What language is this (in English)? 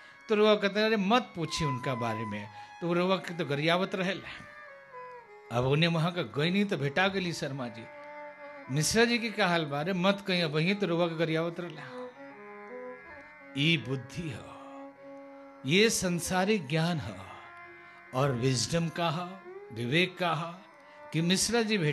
Bhojpuri